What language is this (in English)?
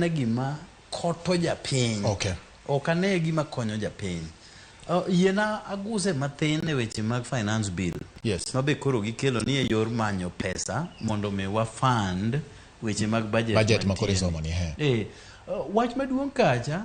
Luo (Kenya and Tanzania)